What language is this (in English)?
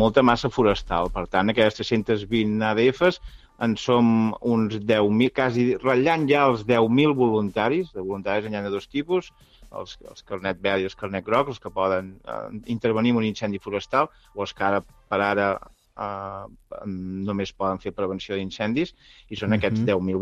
Catalan